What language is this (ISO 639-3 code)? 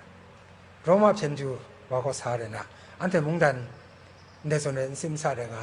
kac